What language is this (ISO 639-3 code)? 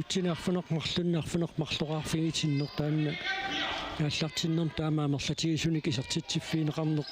kal